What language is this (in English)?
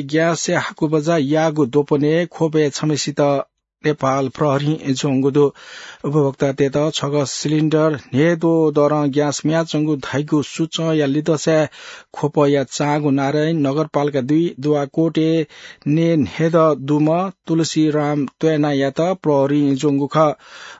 Newari